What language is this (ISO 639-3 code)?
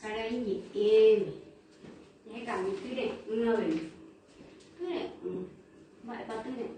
grn